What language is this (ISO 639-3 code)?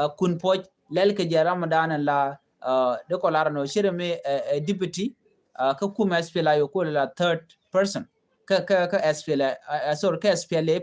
nus